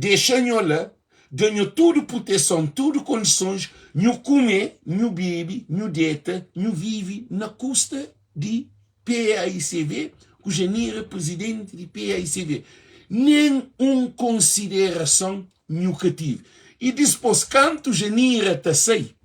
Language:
Kabuverdianu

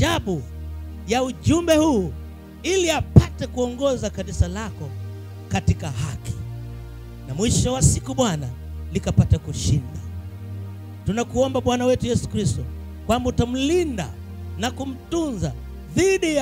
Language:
Swahili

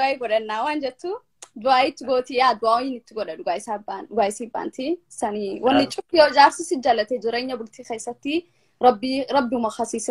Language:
Oromo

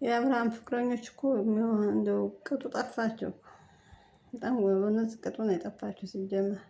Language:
Amharic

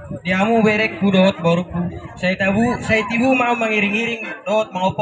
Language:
Batak Toba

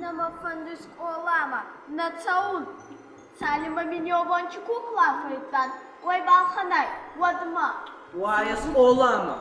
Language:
Ossetic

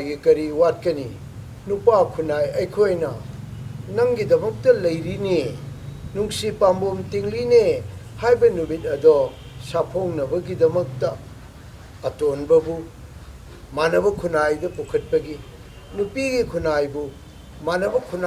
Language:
Manipuri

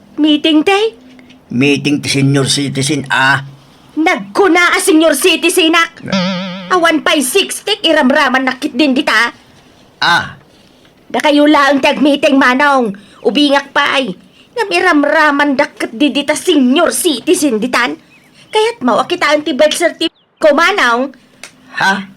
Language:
Iloko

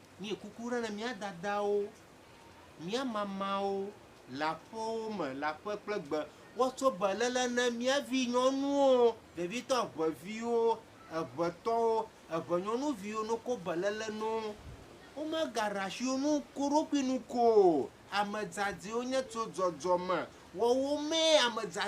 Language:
Ewe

